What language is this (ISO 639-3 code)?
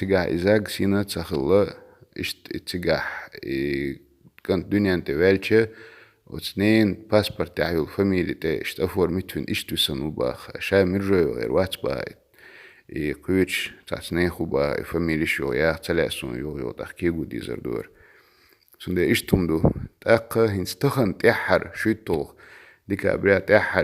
che